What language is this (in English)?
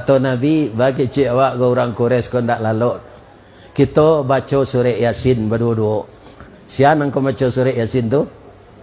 Minangkabau